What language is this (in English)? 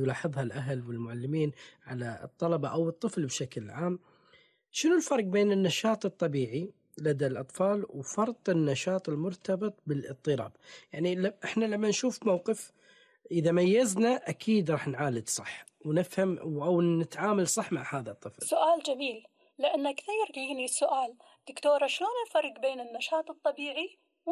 Gulf Arabic